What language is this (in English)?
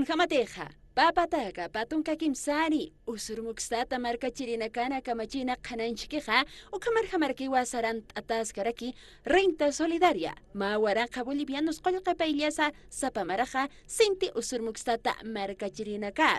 Aymara